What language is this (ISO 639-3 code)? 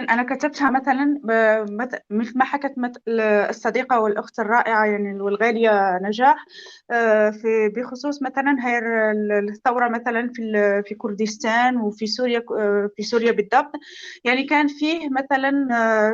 apc